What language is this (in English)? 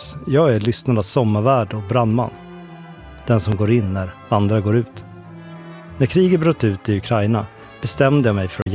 Swedish